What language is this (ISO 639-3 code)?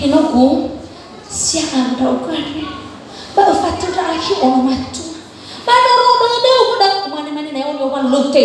nia